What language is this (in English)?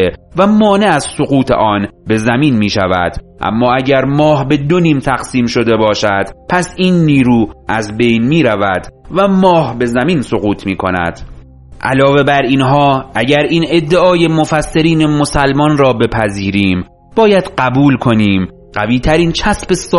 Persian